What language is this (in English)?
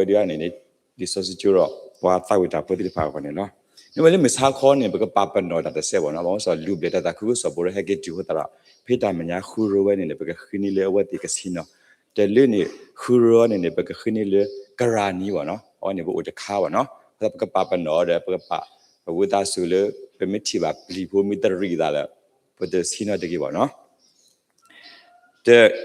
S'gaw Karen